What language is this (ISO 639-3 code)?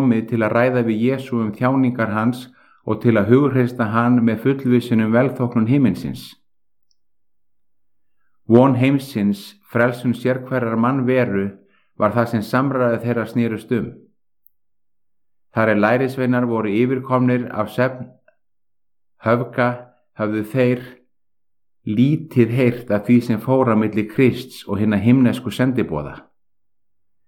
isl